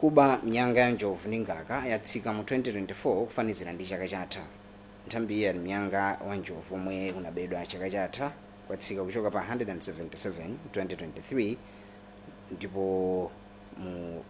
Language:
Nyanja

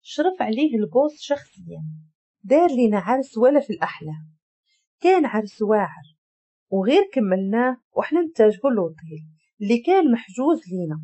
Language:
Moroccan Arabic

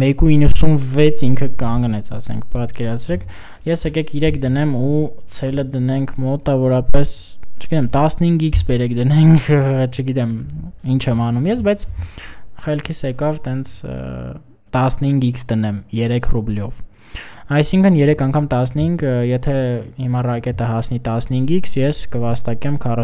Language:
Armenian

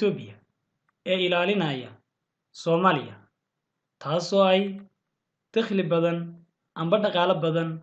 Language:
Somali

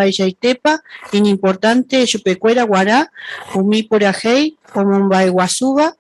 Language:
Guarani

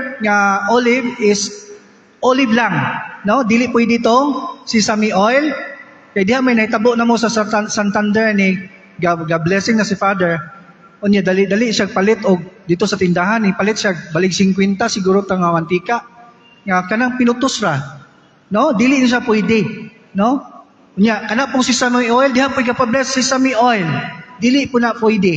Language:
Cebuano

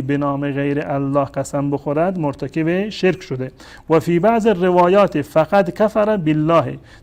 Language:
Persian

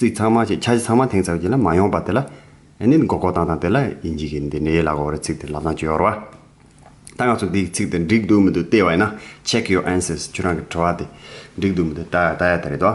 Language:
Tibetan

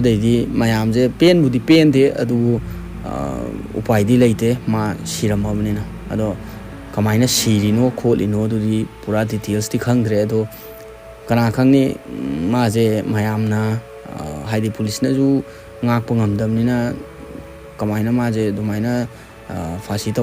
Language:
Manipuri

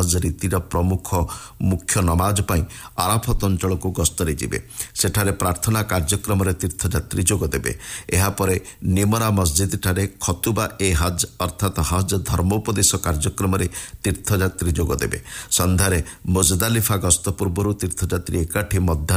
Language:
Odia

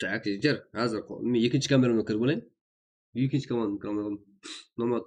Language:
Kara-Kalpak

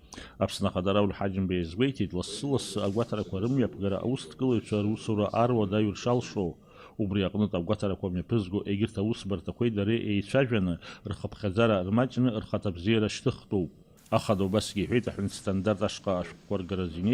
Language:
Abkhazian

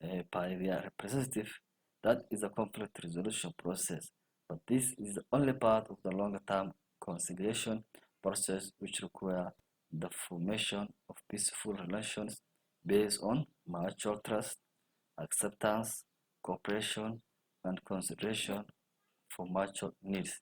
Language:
Somali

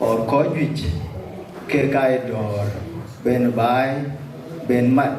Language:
Dinka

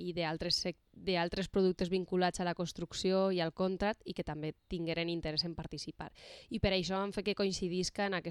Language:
Catalan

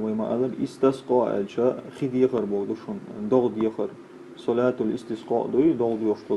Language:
Chechen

